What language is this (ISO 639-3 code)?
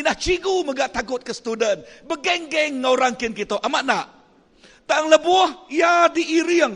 iba